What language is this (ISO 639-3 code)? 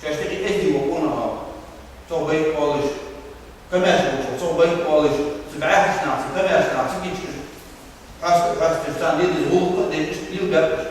inh